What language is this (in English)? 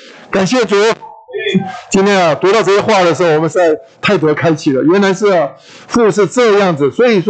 Chinese